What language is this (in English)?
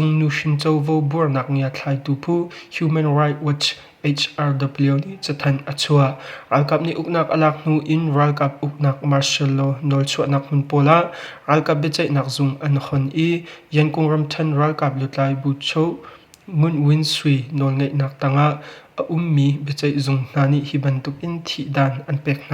Hakha Chin